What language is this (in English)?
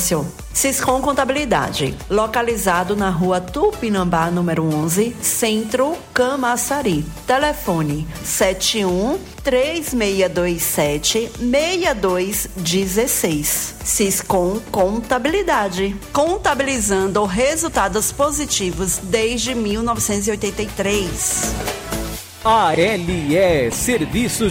Portuguese